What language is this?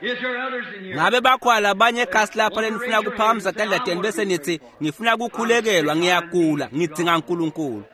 Swati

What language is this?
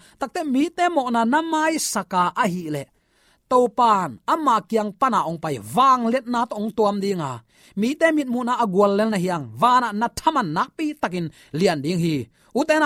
Tedim Chin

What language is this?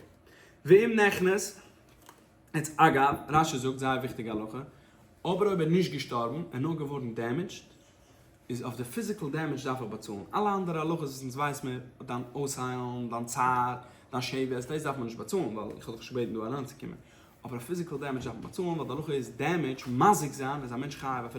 Yiddish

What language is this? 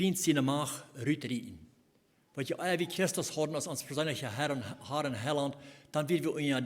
Plautdietsch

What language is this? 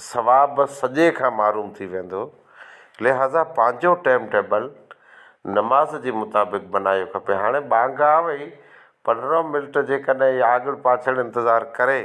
Sindhi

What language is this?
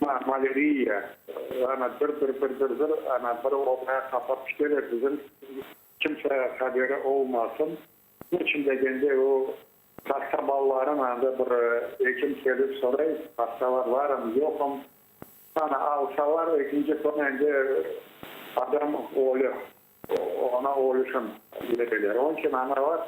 Crimean Tatar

